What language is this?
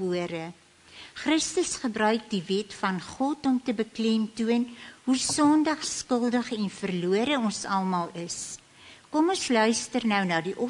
Afrikaans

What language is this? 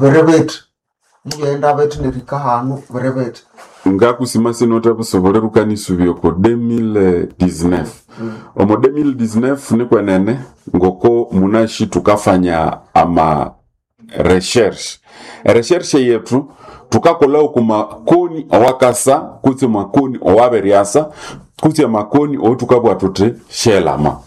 Nande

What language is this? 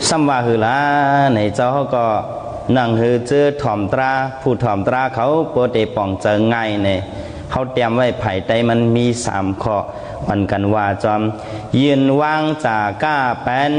Shan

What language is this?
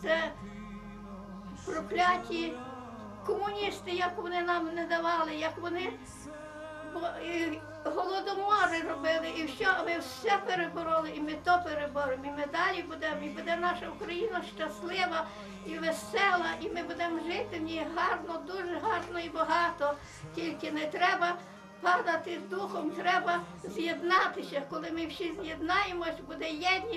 Ukrainian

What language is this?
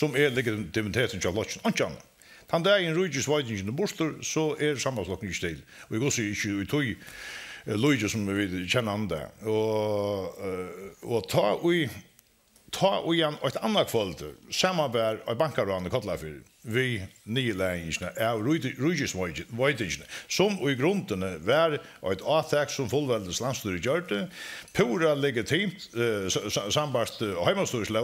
Faroese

